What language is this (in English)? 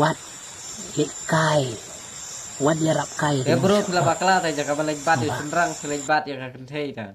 Khasi